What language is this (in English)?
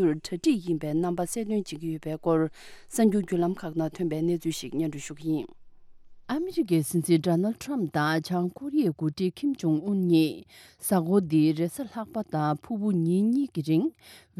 Tibetan